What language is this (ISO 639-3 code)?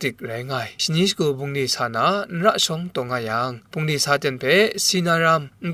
kac